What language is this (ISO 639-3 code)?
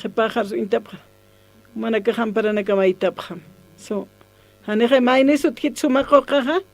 aym